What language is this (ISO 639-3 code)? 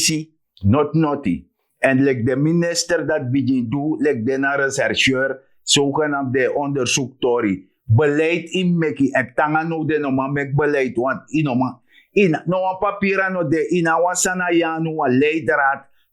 srn